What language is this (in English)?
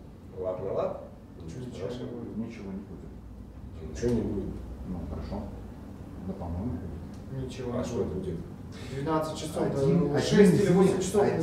Russian